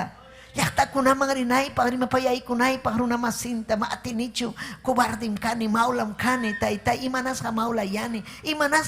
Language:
Ayacucho Quechua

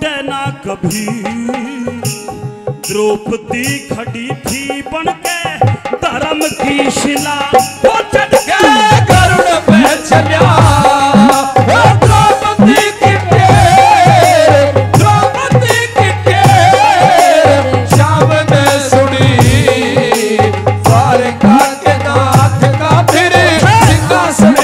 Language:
Hindi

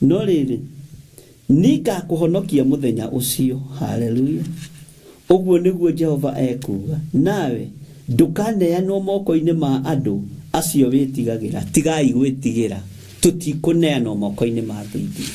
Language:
Kikuyu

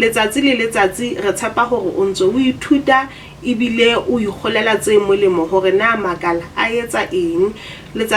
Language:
Southern Sotho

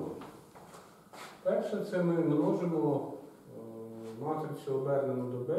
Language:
Ukrainian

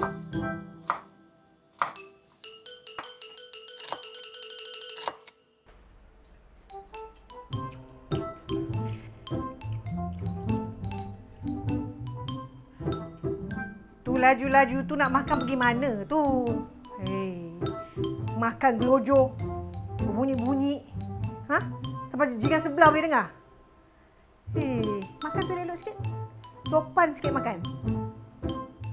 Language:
Malay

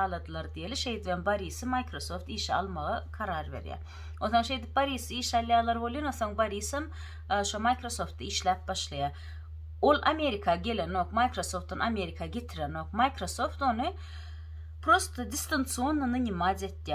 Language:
Turkmen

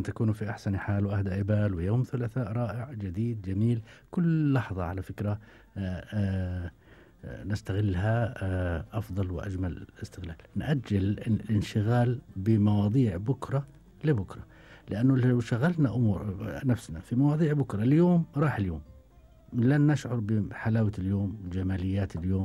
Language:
Gulf Arabic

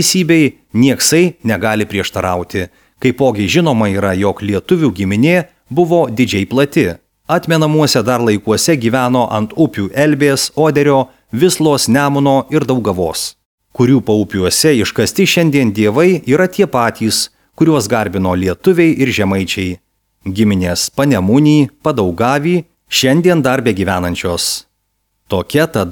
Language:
Lithuanian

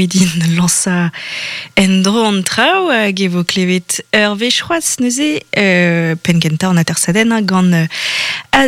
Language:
Breton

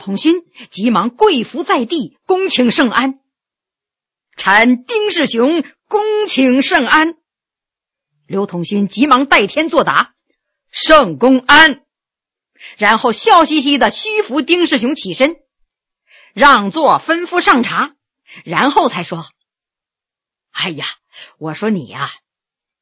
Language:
Chinese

